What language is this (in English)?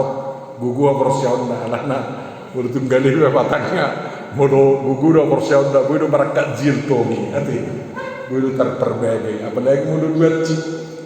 Batak Toba